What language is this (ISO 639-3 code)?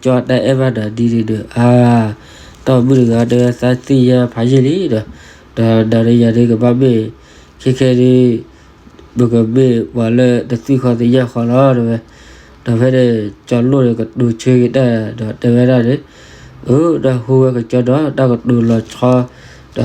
ksw